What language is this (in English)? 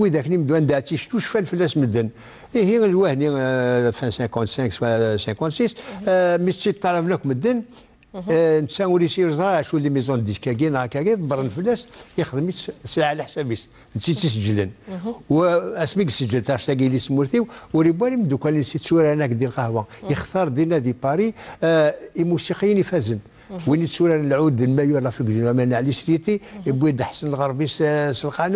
Kabyle